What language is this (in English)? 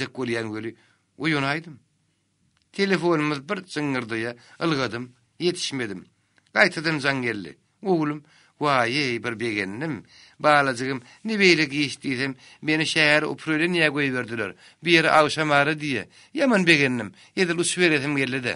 Turkmen